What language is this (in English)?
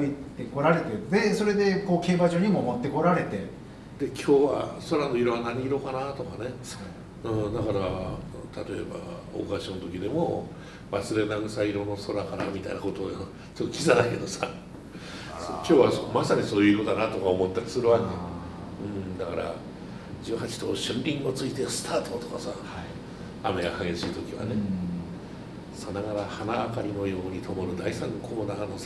Japanese